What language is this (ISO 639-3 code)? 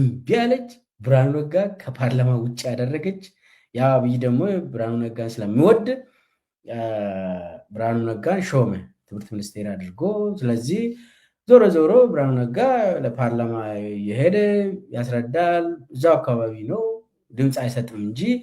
amh